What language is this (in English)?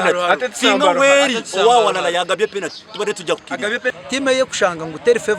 Nyankole